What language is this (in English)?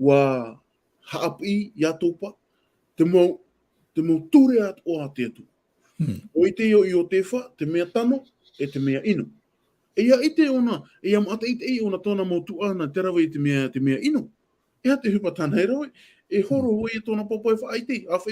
Tahitian